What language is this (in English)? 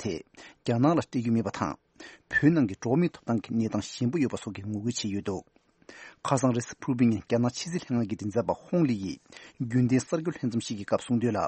Tibetan